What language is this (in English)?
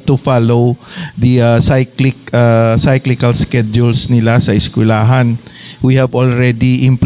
Hiligaynon